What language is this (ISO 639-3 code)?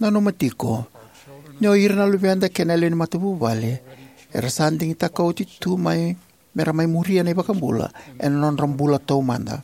fij